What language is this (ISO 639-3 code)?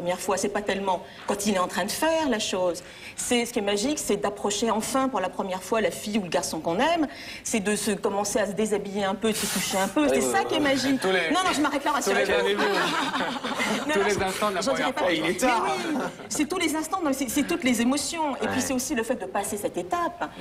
fra